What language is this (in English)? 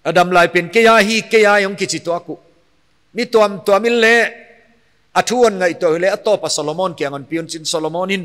Paite Chin